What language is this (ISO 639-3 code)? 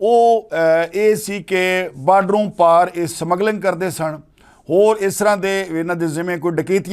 lah